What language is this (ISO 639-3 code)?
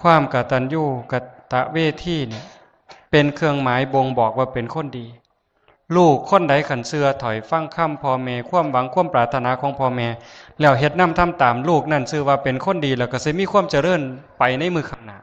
lao